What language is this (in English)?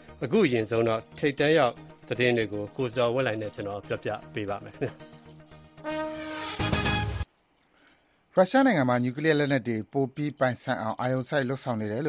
Burmese